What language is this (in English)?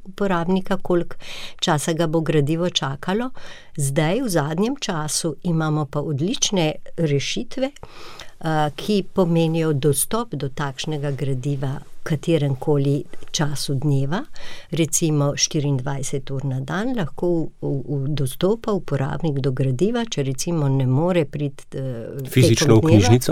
Slovenian